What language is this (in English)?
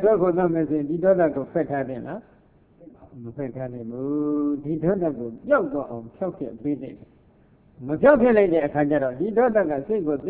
Burmese